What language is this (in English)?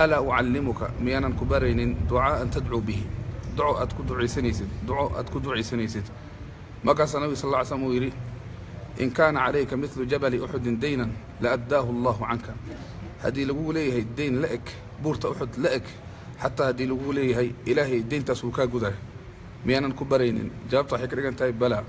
Somali